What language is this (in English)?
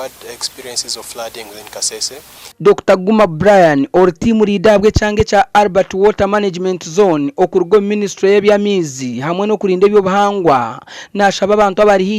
Nyankole